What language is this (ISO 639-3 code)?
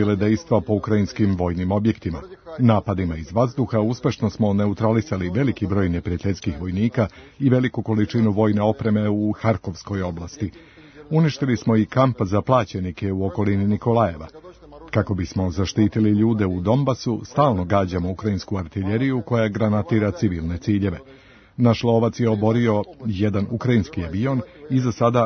srp